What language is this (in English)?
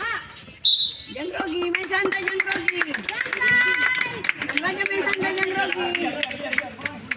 Ambonese Malay